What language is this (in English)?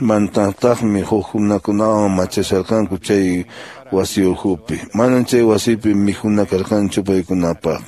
Quechua